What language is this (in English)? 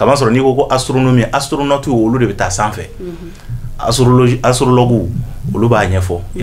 Bambara